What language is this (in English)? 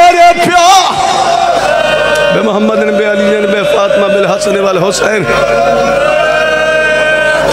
Urdu